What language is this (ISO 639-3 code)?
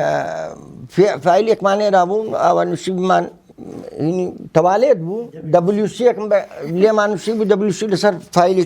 ckb